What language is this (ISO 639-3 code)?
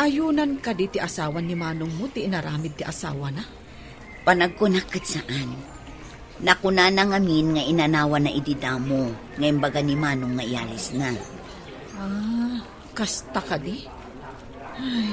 ilo